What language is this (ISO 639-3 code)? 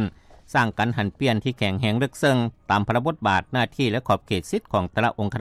lao